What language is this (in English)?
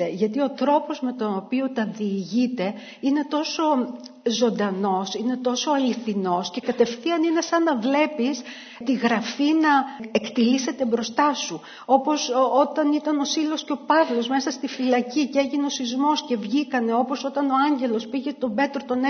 Greek